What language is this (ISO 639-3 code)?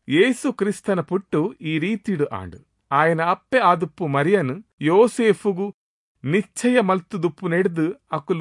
tcy